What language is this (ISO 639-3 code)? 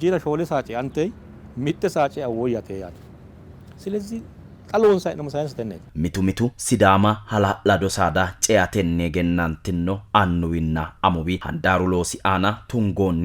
sid